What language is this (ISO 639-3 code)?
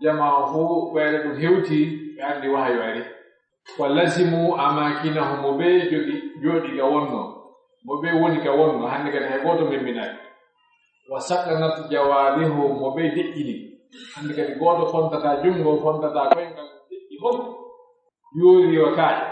fuf